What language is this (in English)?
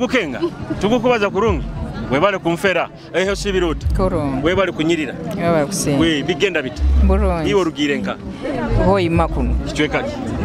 Nyoro